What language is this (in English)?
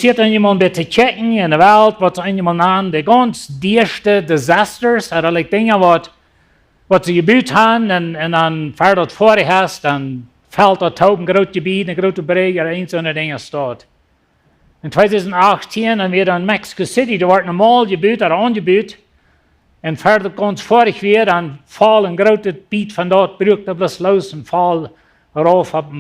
Plautdietsch